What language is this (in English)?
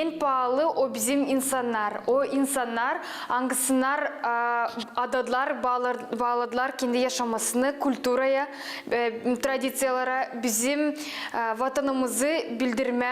Gagauz